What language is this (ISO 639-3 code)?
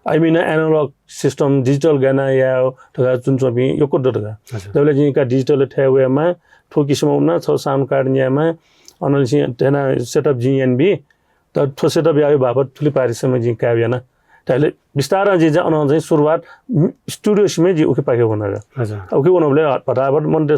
new